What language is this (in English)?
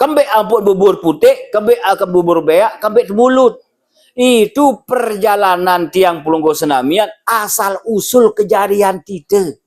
Sasak